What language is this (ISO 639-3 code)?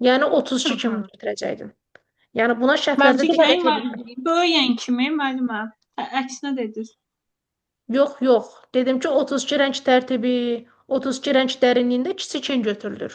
aze